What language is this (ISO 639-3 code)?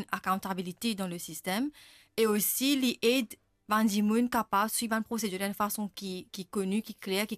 mfe